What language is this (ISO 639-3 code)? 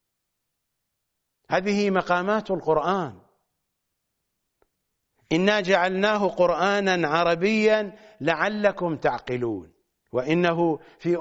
ara